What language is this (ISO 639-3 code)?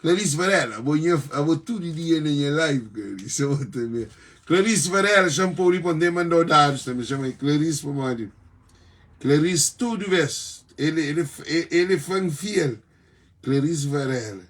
kea